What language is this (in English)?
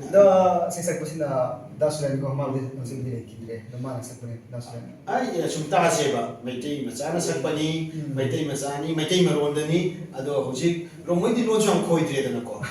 Manipuri